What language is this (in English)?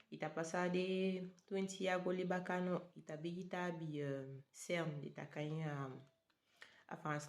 Saramaccan